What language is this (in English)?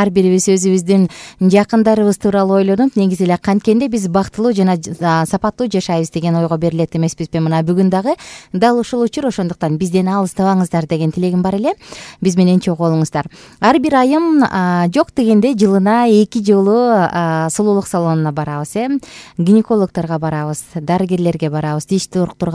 Kyrgyz